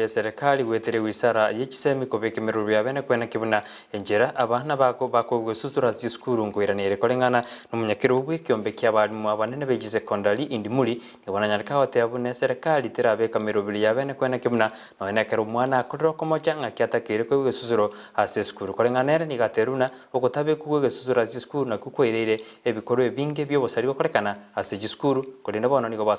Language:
Gusii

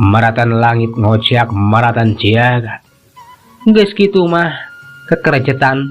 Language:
Sundanese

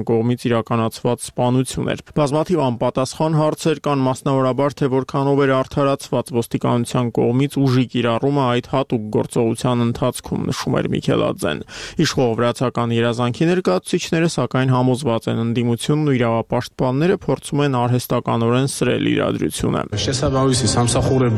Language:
Armenian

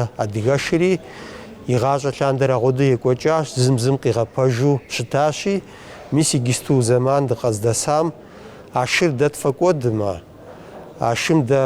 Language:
Kabardian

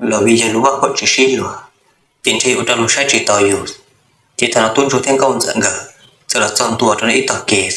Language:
Hmong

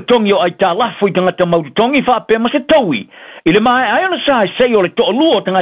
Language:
Samoan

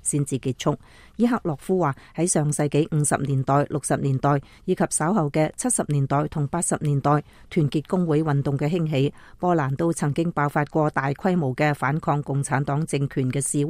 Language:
Cantonese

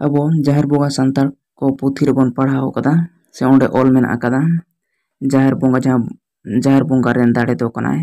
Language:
Santali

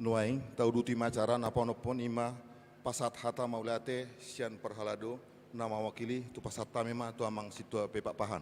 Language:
Batak Toba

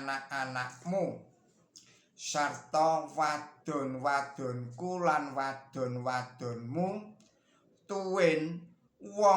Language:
Javanese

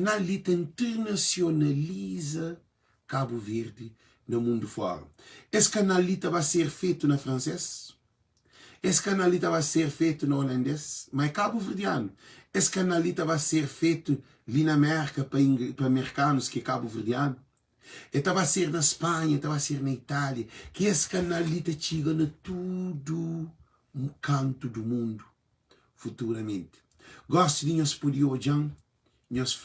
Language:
Kabuverdianu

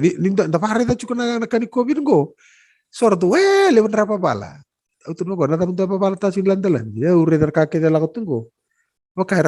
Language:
Fijian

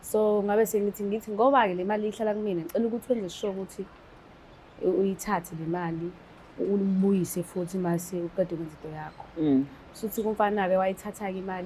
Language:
Zulu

